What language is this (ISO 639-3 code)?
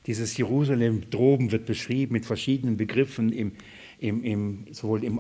deu